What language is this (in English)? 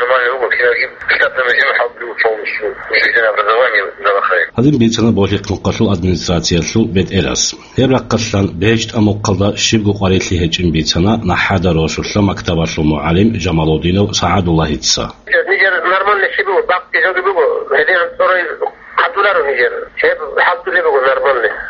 Avaric